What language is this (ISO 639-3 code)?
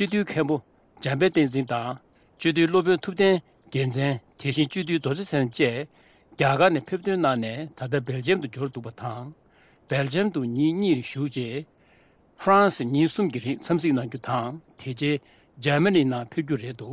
bod